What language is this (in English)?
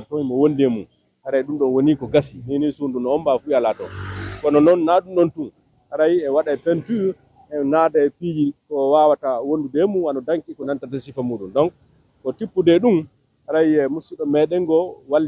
Pular